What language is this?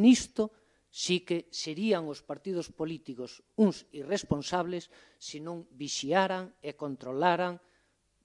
Galician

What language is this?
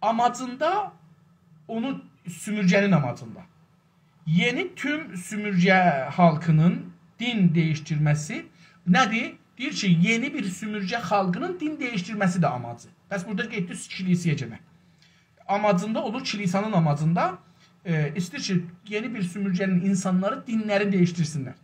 South Azerbaijani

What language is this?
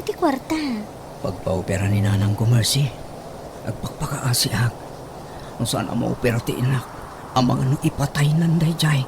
Iloko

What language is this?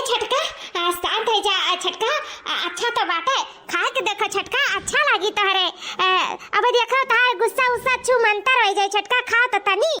Awadhi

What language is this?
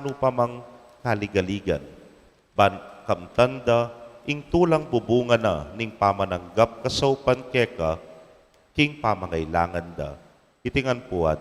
Pampanga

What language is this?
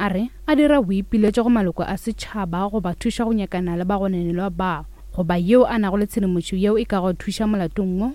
Northern Sotho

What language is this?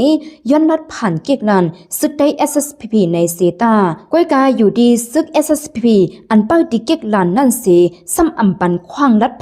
Shan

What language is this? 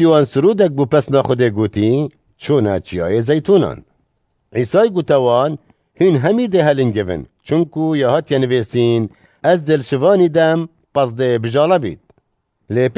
Kurdish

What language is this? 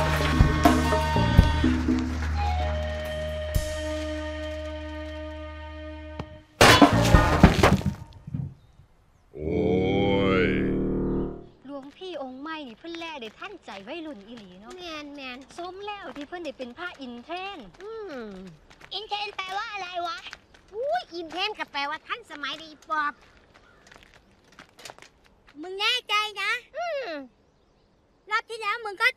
Thai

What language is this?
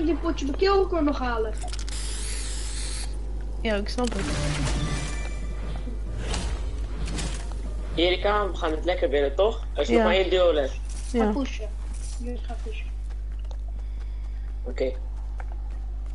Dutch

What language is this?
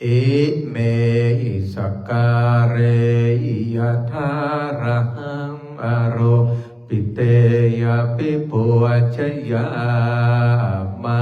Pali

